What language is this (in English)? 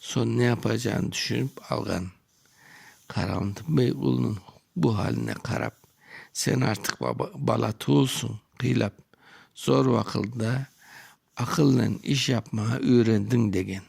Crimean Tatar